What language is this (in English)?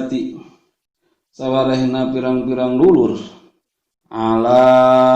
Sundanese